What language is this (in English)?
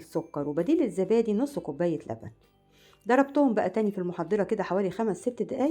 Egyptian Arabic